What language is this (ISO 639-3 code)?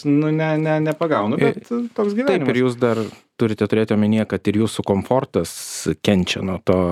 lit